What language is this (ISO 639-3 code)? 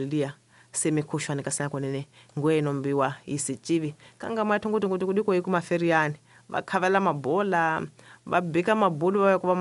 tso